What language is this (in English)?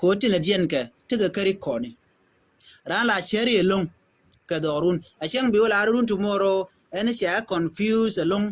Nuer